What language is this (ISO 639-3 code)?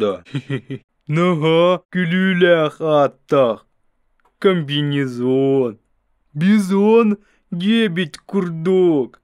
sah